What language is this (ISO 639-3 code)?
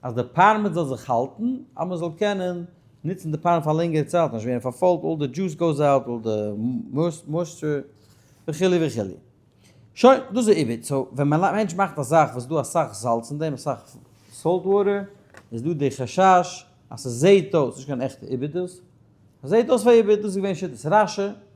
yid